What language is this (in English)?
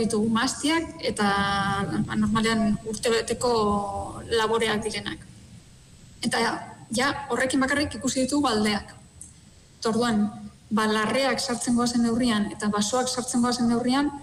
Basque